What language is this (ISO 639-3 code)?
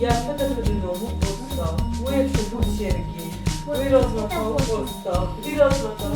oss